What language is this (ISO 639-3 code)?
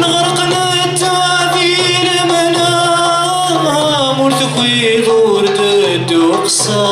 kab